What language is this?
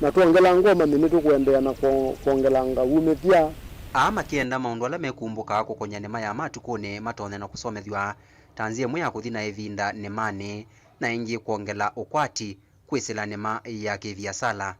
Kamba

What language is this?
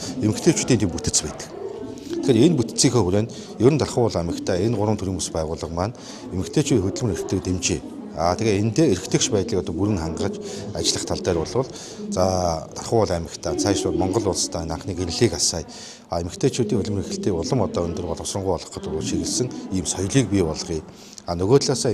Mongolian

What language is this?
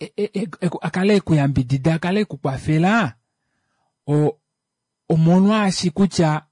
Kuanyama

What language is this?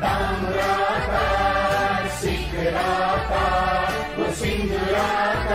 Newari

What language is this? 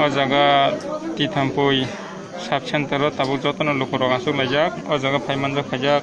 Kok Borok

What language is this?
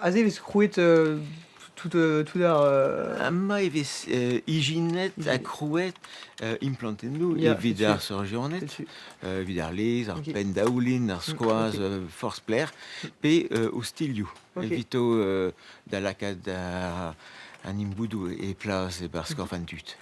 Breton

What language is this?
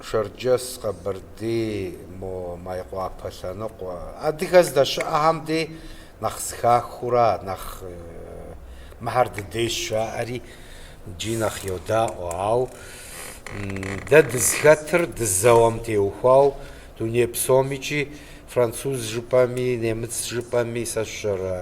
Kabardian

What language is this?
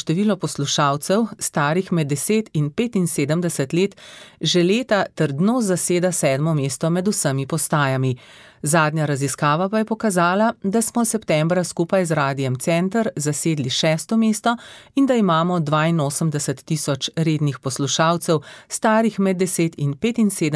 Slovenian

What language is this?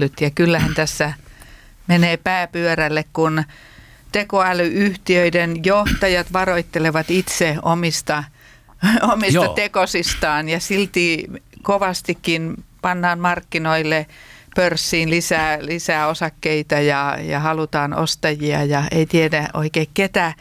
Finnish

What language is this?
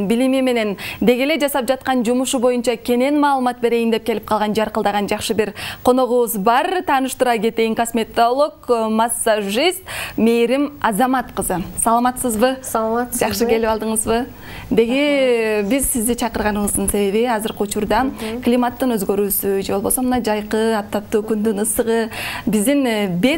Kyrgyz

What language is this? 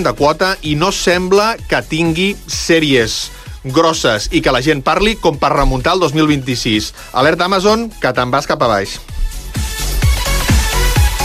Catalan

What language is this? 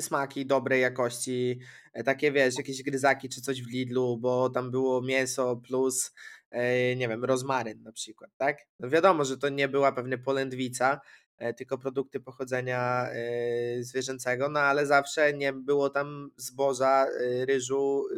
Polish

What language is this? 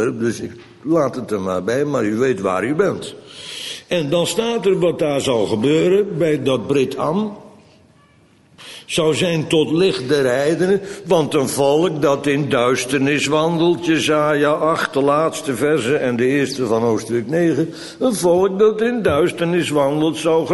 Dutch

